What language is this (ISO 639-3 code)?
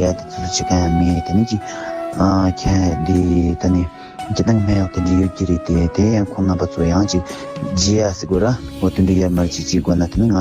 bod